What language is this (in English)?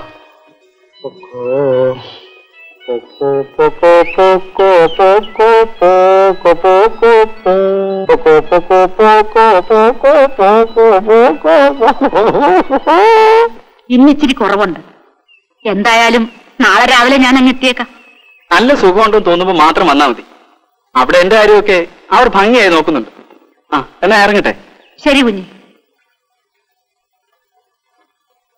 Malayalam